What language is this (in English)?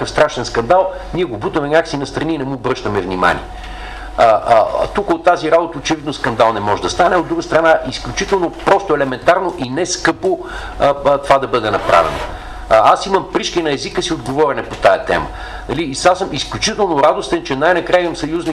Bulgarian